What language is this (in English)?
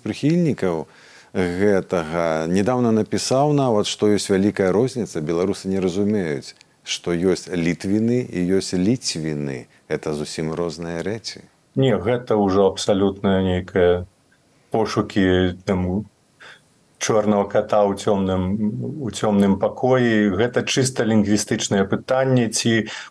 Belarusian